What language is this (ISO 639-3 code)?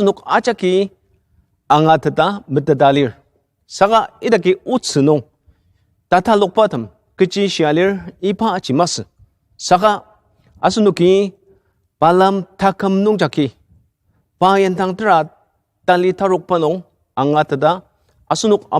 njo